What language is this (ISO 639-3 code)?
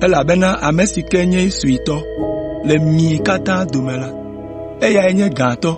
ewe